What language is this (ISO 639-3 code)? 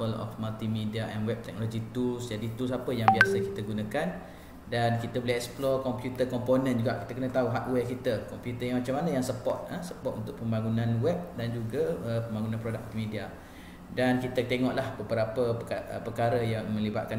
msa